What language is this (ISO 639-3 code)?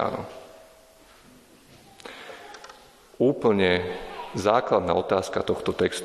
slk